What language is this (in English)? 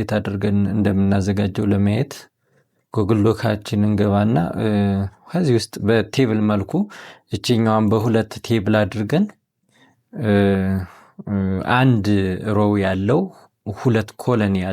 Amharic